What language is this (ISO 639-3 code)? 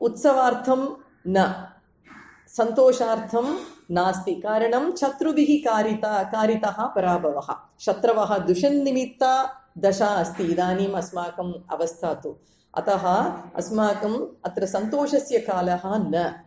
san